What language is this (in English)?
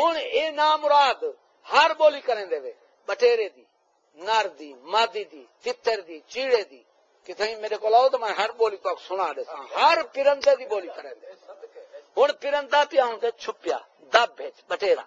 Saraiki